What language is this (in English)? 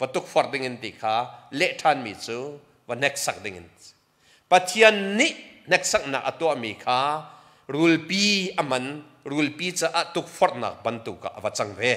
Hakha Chin